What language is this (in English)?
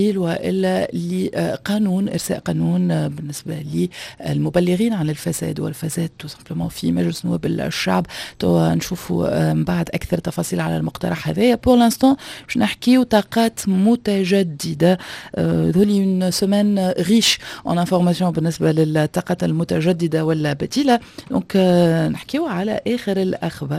Tunisian Arabic